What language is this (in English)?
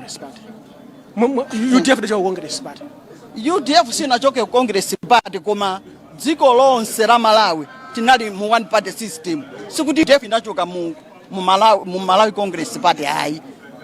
Nyanja